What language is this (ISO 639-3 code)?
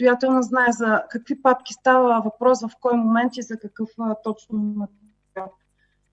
bul